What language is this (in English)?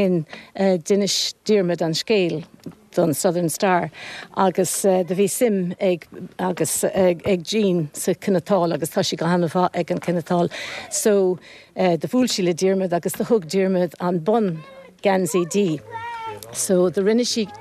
Irish